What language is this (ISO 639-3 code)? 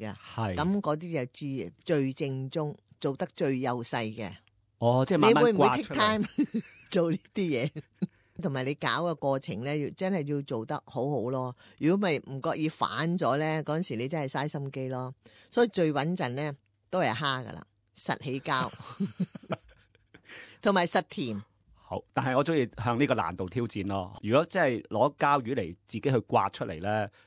yue